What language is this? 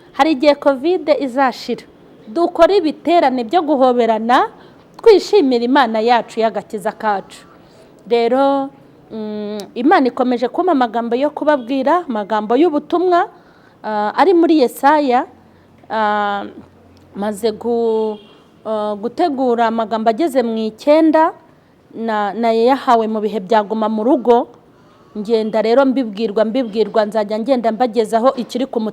Kinyarwanda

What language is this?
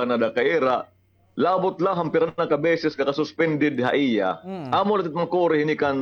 Waray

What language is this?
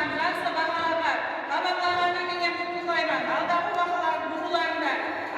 Kara-Kalpak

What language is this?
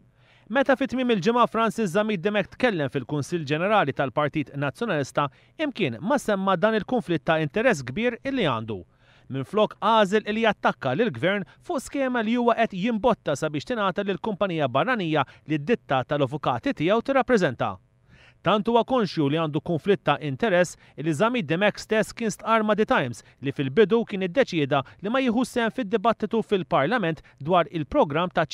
Maltese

